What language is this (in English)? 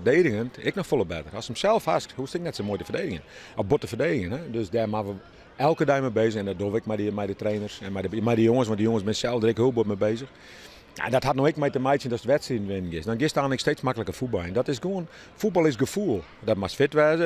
Western Frisian